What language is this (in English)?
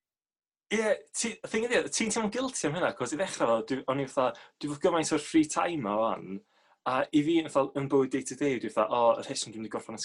Welsh